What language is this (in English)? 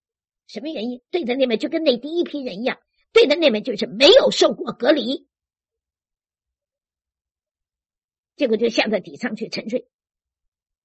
Chinese